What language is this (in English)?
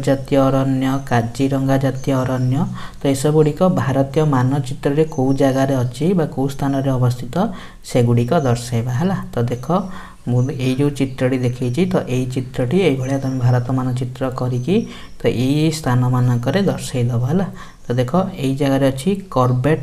Odia